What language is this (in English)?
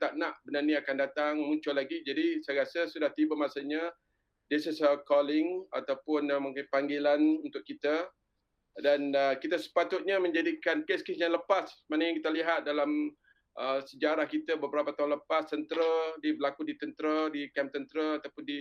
Malay